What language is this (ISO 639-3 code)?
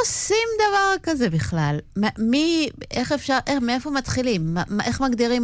heb